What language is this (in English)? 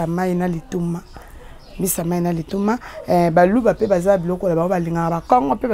Lingala